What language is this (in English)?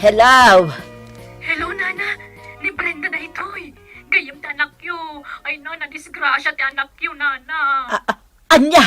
Iloko